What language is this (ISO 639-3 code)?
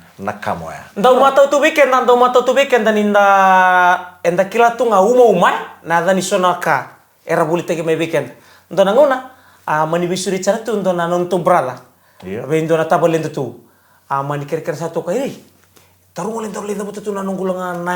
fij